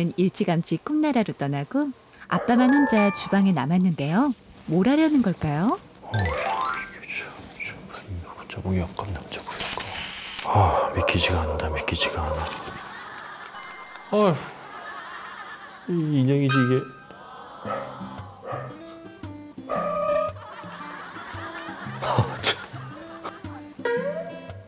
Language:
Korean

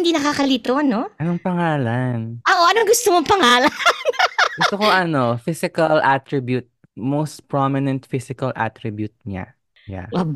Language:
Filipino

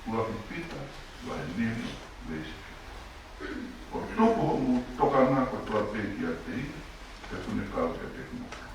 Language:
Tongan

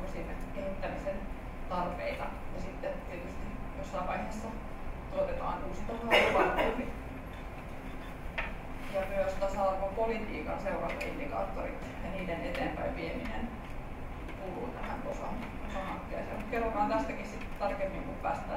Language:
Finnish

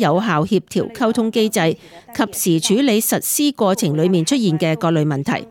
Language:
Cantonese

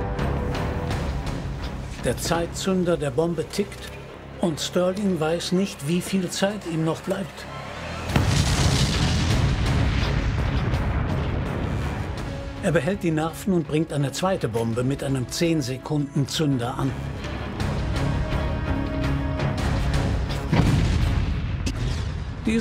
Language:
German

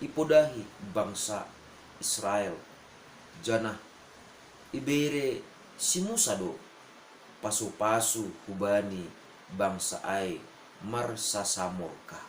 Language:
Batak Simalungun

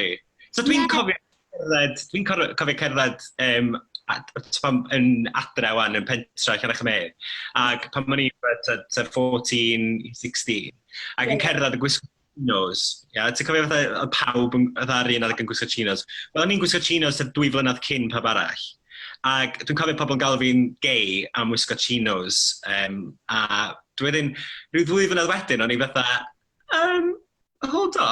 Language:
Welsh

